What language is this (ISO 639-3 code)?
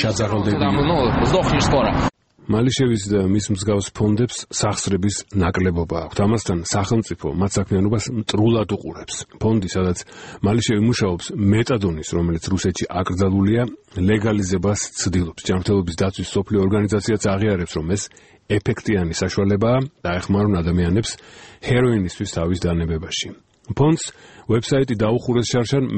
kat